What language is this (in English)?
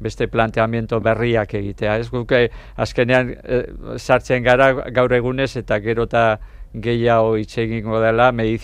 Basque